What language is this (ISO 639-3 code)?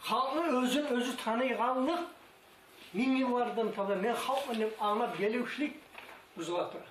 kum